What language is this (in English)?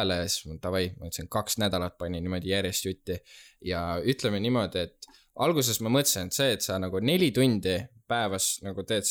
Estonian